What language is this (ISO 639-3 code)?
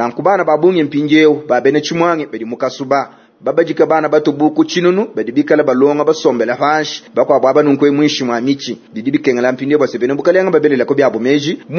lua